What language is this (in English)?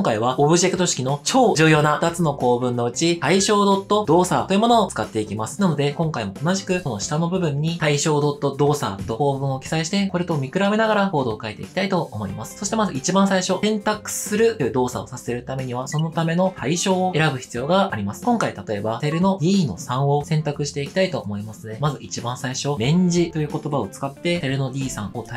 Japanese